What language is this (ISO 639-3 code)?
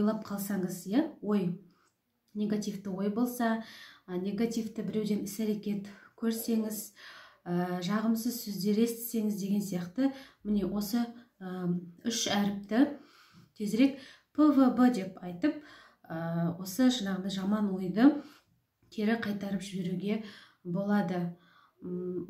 kaz